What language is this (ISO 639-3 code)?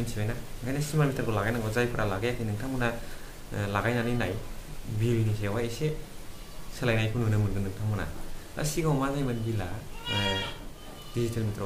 brx